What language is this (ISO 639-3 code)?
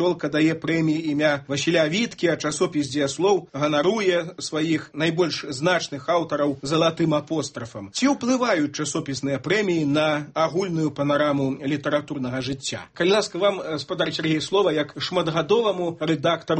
bel